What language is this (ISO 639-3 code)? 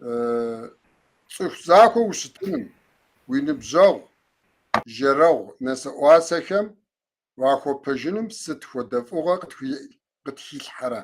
kbd